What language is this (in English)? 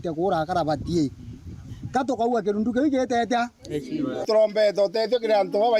Meru